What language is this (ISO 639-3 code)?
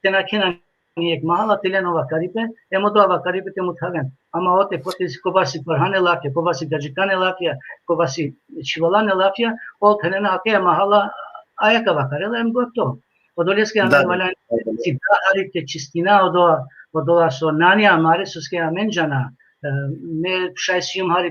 rmn